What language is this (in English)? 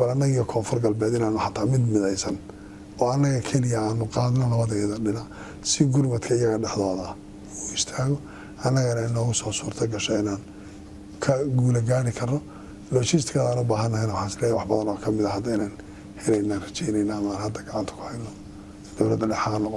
Somali